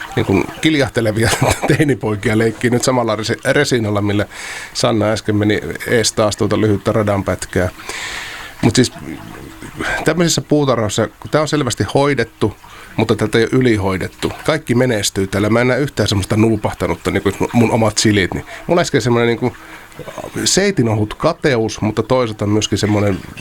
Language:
Finnish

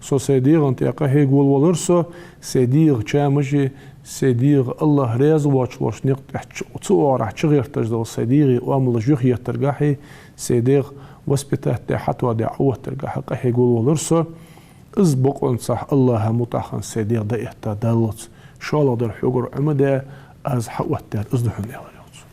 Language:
Ingush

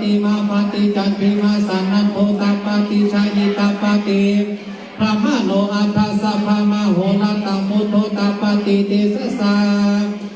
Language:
Pali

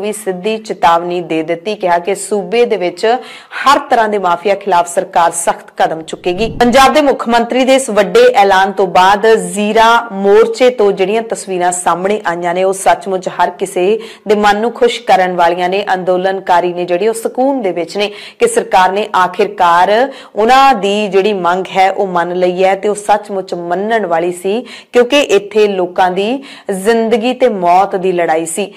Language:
Punjabi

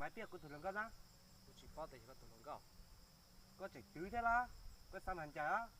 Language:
Hmong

